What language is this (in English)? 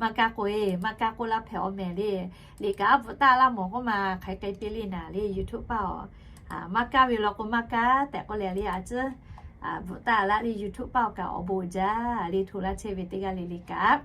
Lahu